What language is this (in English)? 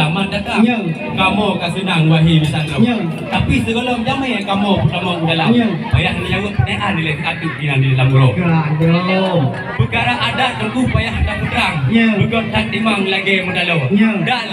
Achinese